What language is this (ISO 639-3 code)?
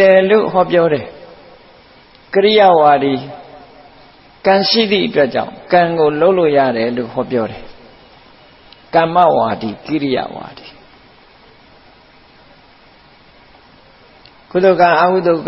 mya